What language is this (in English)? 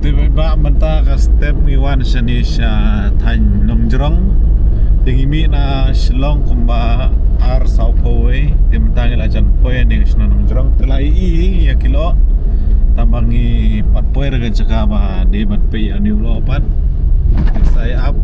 Khasi